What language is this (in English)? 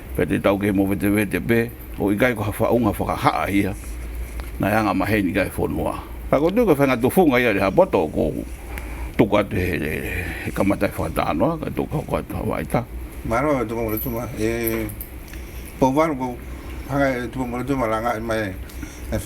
Tongan